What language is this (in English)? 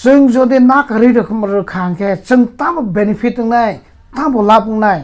Kok Borok